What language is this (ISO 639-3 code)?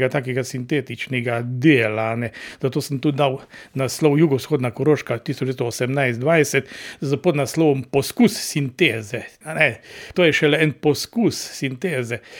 slv